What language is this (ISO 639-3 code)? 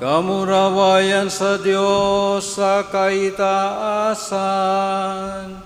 bik